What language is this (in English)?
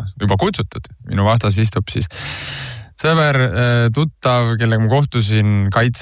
Estonian